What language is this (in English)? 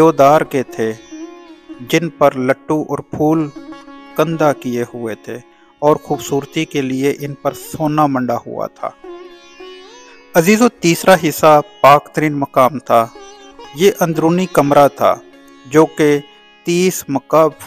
Urdu